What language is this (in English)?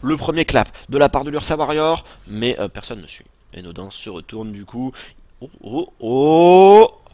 French